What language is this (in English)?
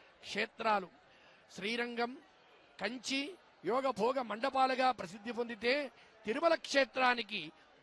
Telugu